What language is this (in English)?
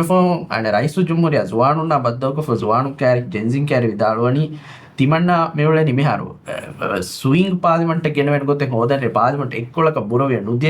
Divehi